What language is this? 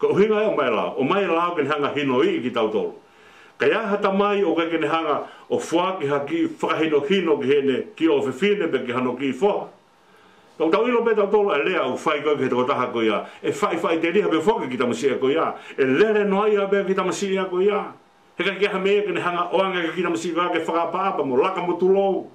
Tongan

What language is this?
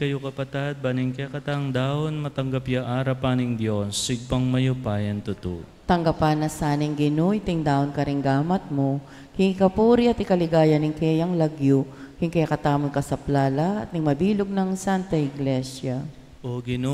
Pampanga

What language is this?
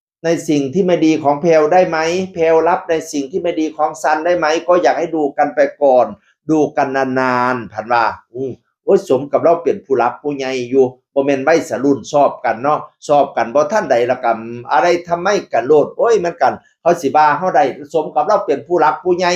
Northeastern Thai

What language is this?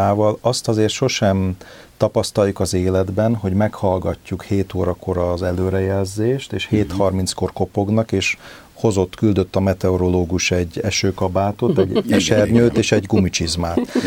Hungarian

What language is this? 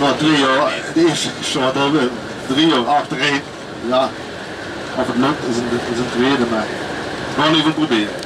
Limburgish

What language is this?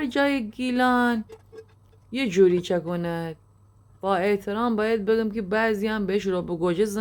Gilaki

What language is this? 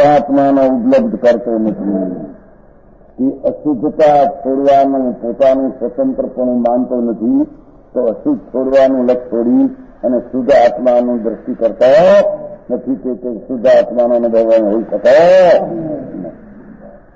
Gujarati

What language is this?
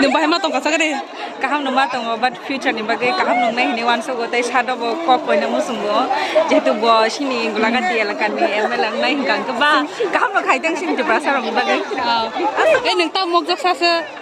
Kok Borok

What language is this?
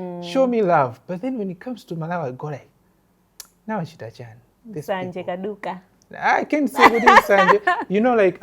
Nyanja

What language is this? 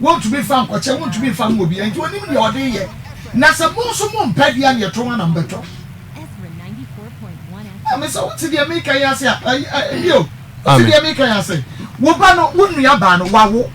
Akan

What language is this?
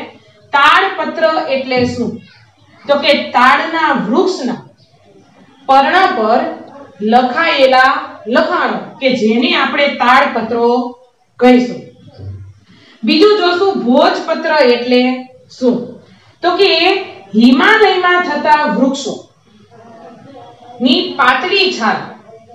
Gujarati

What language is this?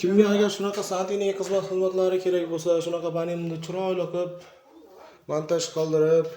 Uzbek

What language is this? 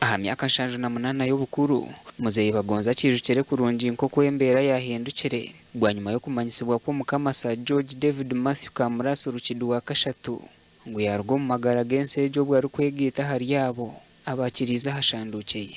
Nyankole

